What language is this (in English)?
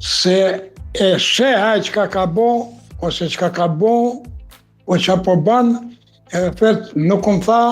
Albanian